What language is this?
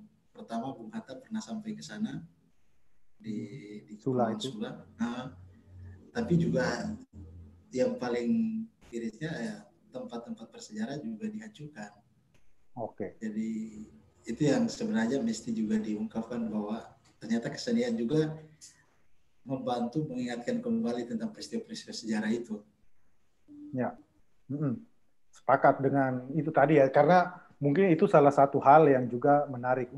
Indonesian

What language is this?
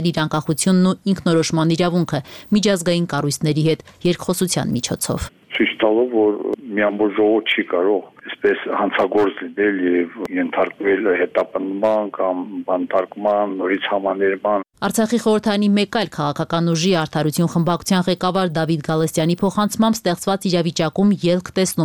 Armenian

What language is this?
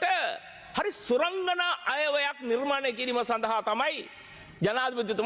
Sinhala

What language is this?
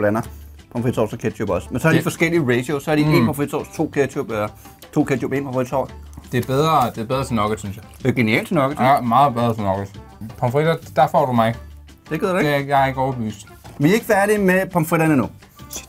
Danish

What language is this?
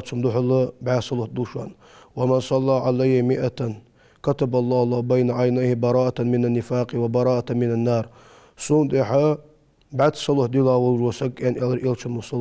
Ingush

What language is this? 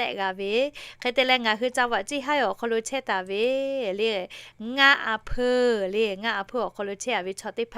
Lahu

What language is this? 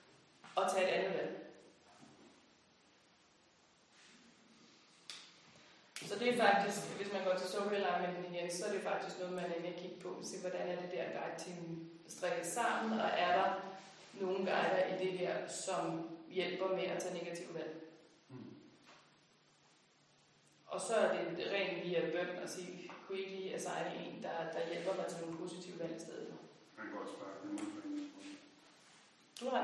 Danish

